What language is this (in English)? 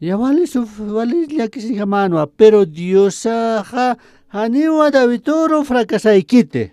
Aymara